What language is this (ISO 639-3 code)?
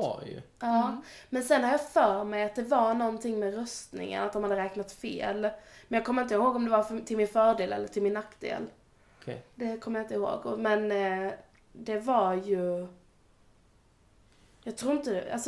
swe